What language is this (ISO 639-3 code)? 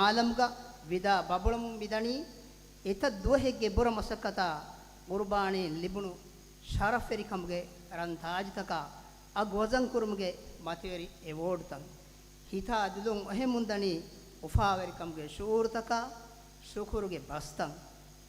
div